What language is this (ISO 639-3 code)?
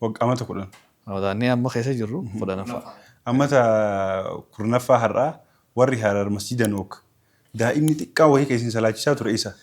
orm